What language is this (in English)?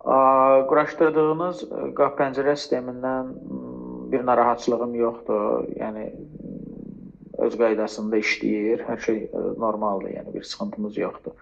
Azerbaijani